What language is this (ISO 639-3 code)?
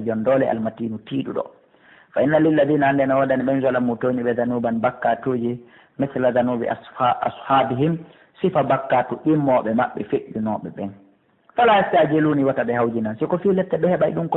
fuf